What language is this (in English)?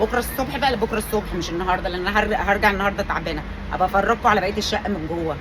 Egyptian Arabic